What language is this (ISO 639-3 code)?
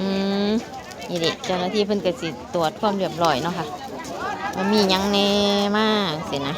tts